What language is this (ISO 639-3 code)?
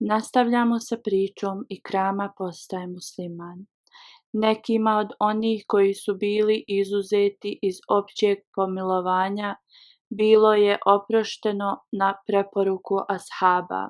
bos